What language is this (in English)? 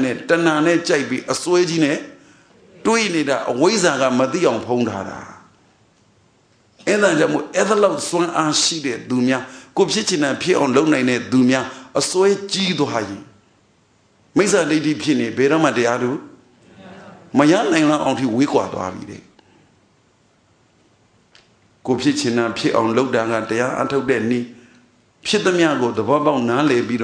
Burmese